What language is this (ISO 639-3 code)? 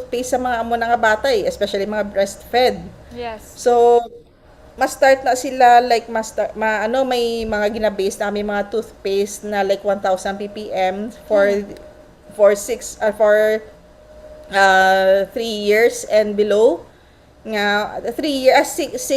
hil